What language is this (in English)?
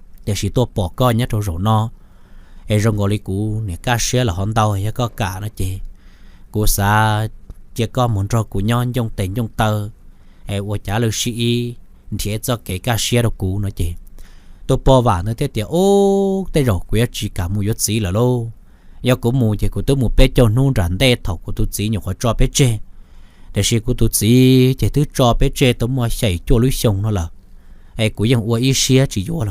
Hmong